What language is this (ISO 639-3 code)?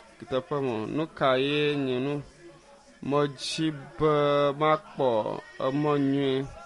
ewe